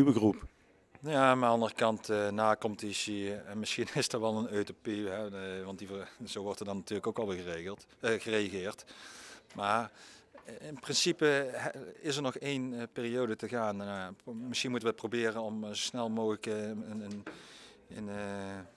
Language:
Dutch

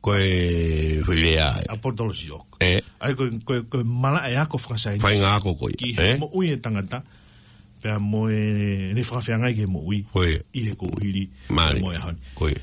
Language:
Tongan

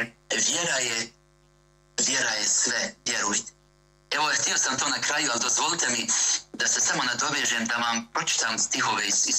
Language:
Bosnian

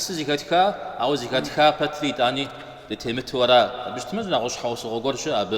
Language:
Kabardian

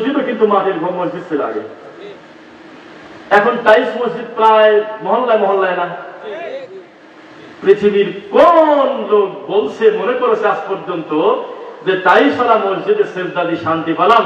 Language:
Bangla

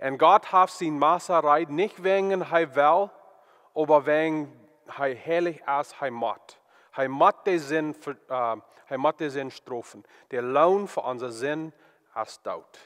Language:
Plautdietsch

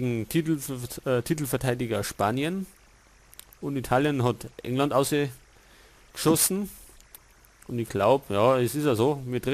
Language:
Bavarian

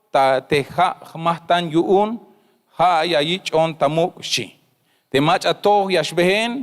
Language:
Tzeltal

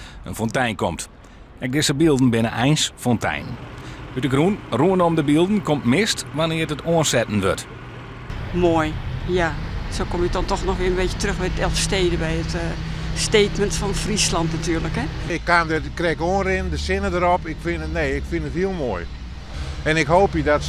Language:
Western Frisian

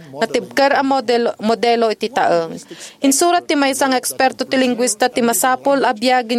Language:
Iloko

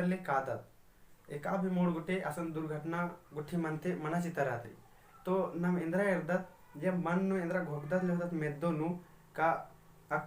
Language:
Kurukh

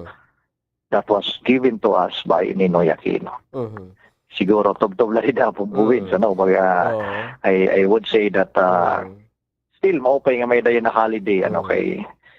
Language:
Waray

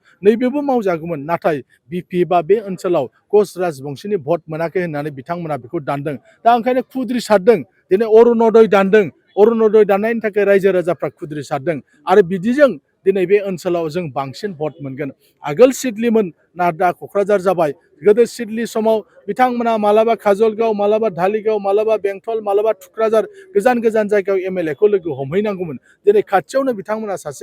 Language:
Bodo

